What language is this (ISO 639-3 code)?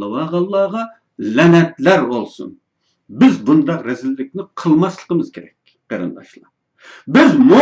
uig